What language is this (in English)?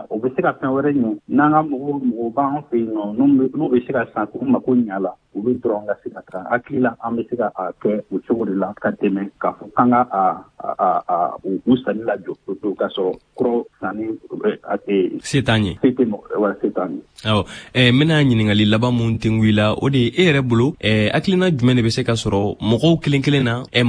Bambara